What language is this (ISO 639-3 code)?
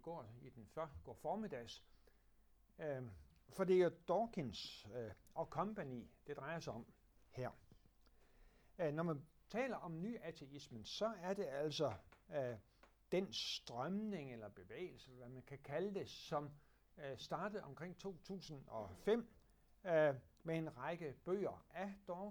dan